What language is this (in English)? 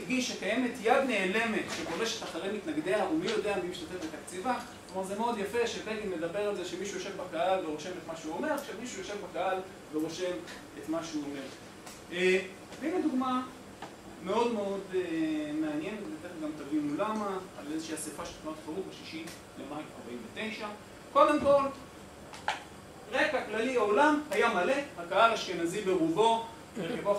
Hebrew